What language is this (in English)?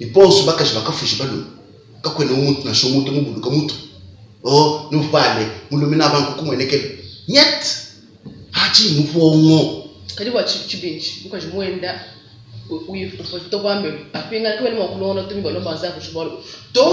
Luba-Lulua